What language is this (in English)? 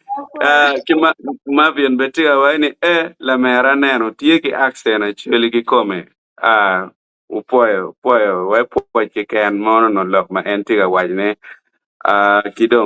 Acoli